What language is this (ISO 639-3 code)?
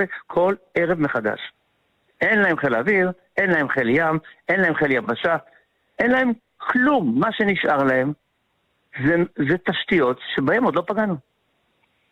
heb